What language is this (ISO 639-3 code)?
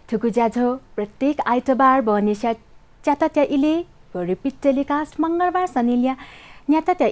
new